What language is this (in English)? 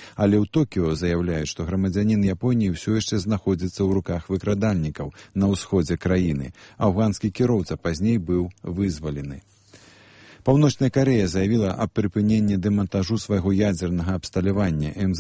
Belarusian